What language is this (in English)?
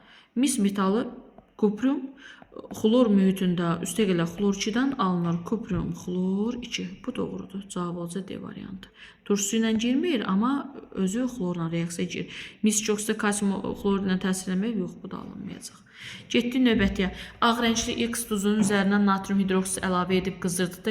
Azerbaijani